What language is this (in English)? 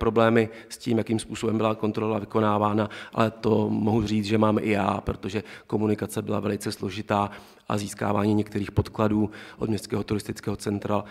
Czech